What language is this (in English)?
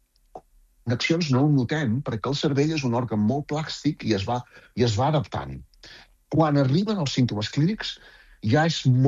Catalan